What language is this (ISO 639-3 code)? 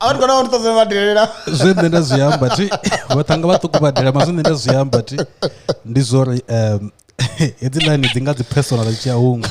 ven